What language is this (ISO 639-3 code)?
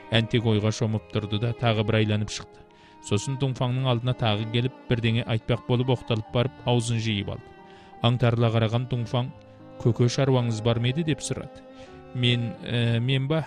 kaz